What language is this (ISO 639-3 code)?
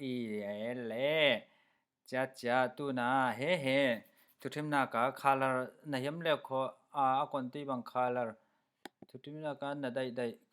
cfm